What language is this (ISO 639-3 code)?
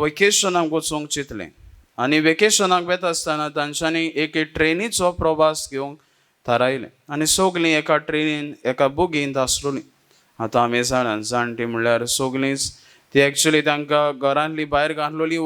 kok